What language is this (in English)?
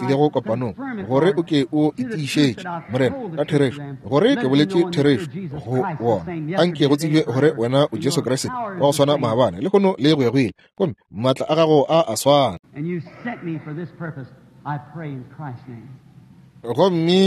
Northern Sotho